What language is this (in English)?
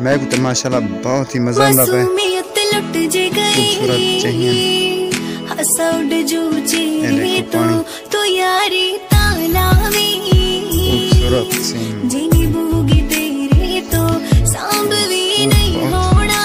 Saraiki